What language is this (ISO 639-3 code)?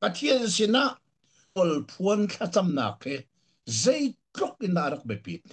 cnh